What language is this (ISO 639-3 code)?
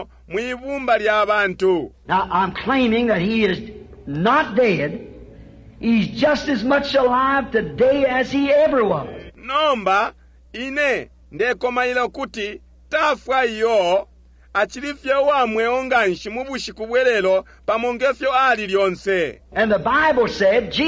bem